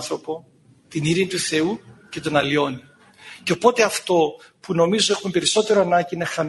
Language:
Greek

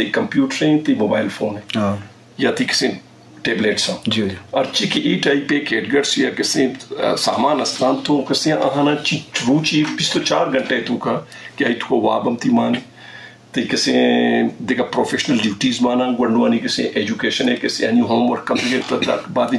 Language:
Eastern Balochi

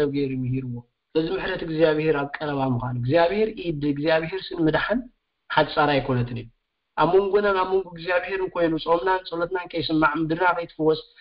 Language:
Tigrinya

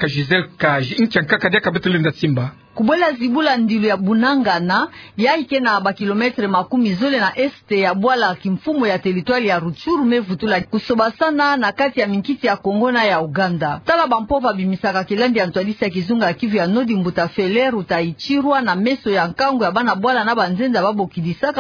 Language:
Kituba (Democratic Republic of Congo)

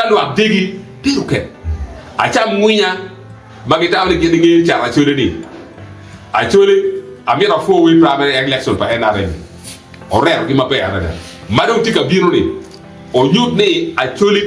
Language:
Acoli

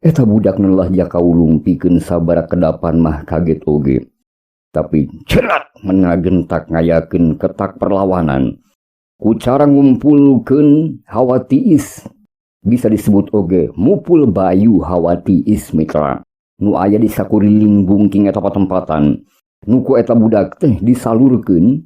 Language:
Sundanese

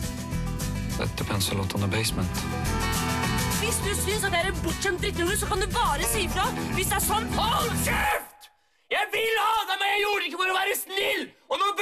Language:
Norwegian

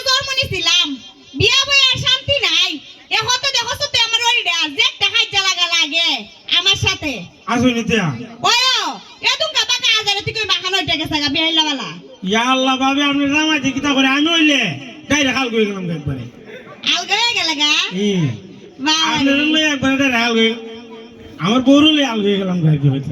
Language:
Sylheti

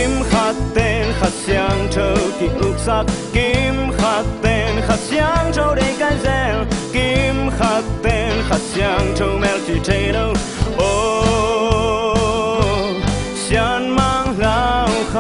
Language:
Tedim Chin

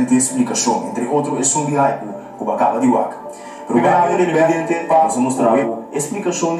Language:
Papiamento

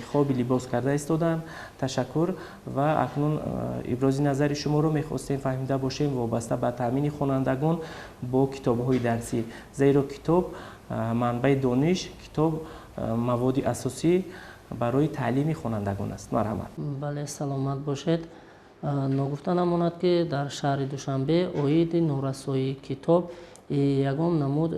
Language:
Tajik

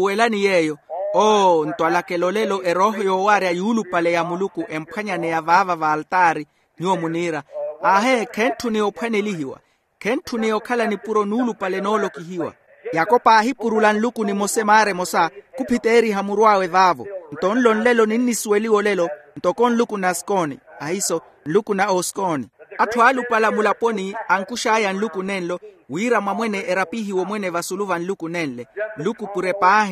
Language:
Makhuwa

